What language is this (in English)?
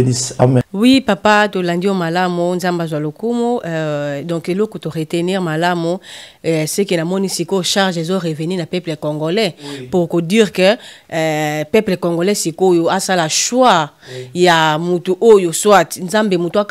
Lingala